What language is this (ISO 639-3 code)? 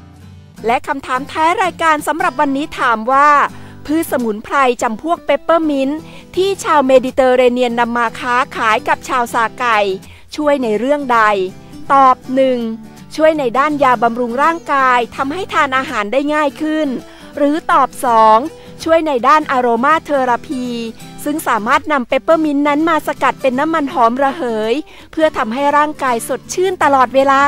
tha